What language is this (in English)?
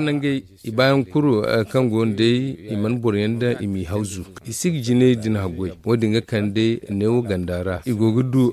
Zarma